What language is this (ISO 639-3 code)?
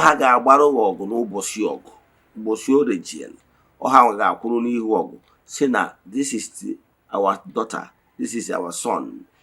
ibo